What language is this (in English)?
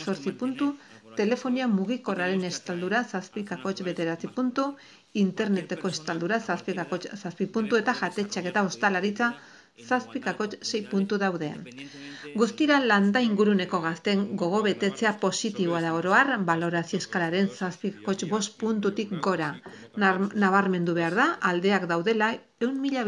Basque